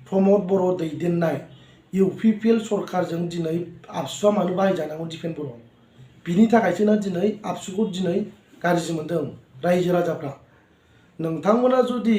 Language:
Bodo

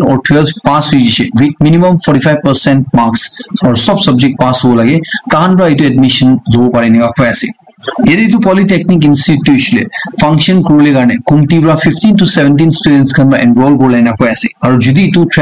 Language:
Naga Pidgin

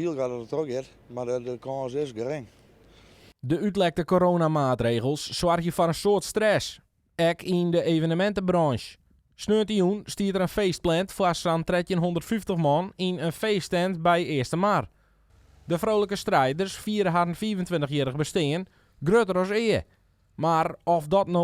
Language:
Western Frisian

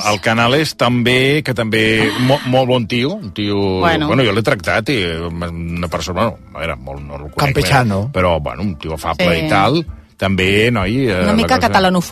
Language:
Catalan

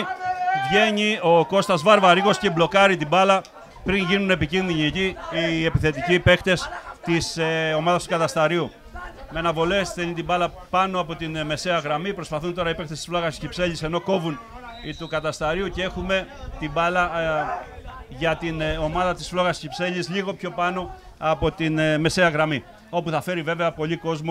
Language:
Greek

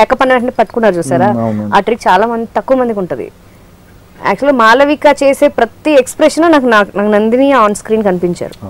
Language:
Telugu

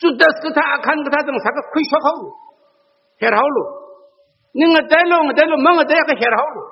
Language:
Tangkhul Naga (India)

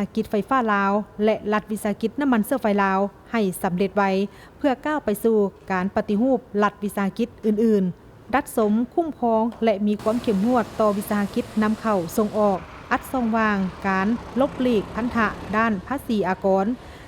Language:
Lao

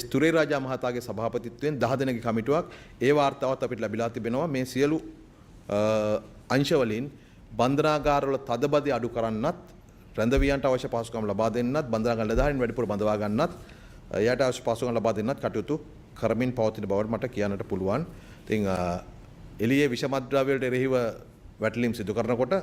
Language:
Sinhala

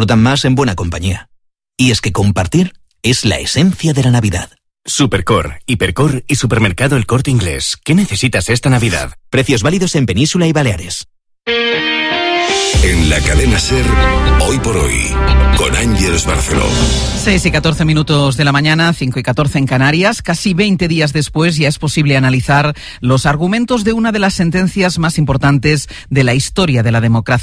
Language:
Spanish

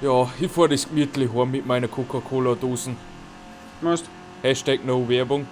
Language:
Bavarian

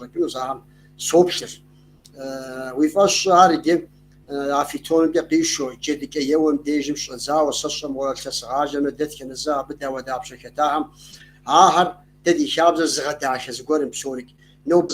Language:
Kabardian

